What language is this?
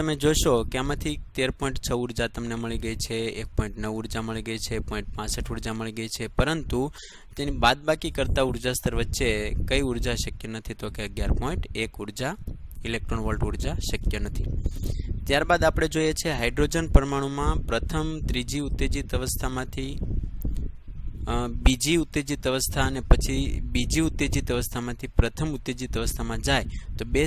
Gujarati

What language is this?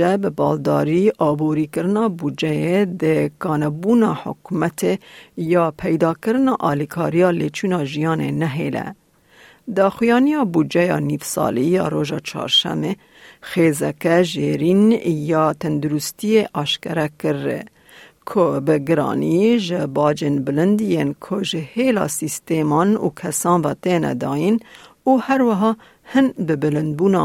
Kurdish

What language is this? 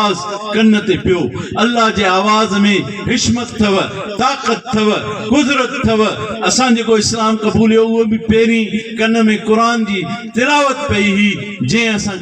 Sindhi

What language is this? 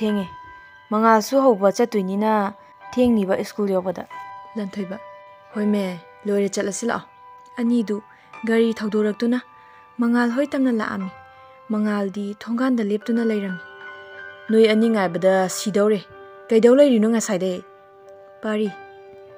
Manipuri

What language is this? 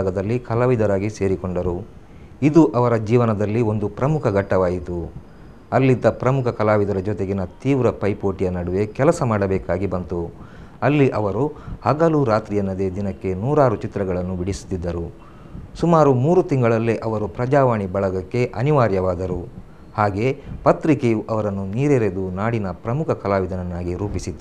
Kannada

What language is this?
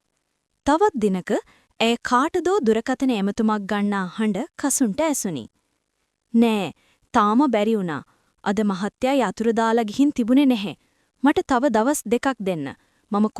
Sinhala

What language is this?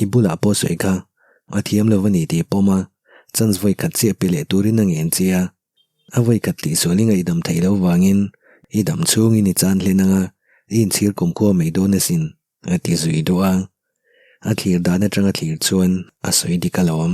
Mizo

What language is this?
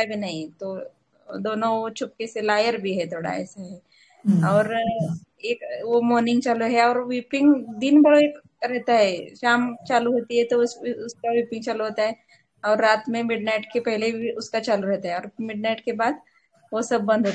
Hindi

